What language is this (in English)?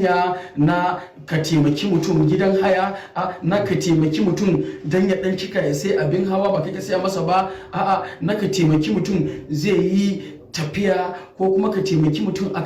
Hausa